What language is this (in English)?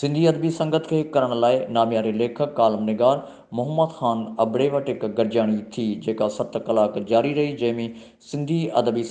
Sindhi